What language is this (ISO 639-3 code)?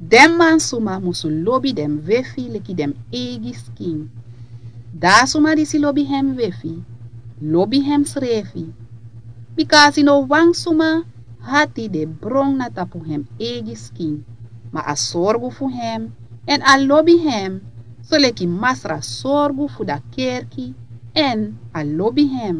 srn